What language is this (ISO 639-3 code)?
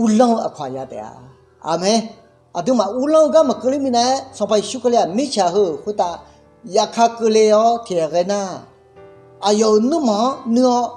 ahk